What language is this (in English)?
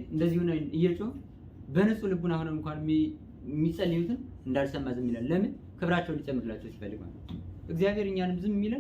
Amharic